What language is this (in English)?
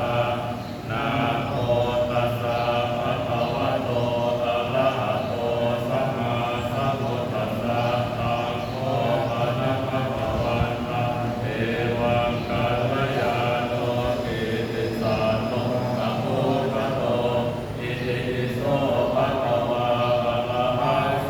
Pali